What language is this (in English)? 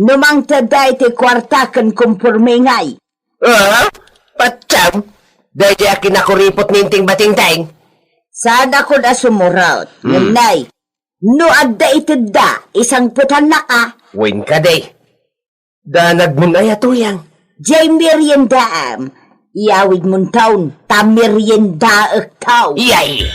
Iloko